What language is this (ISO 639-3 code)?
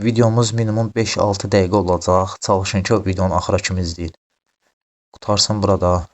aze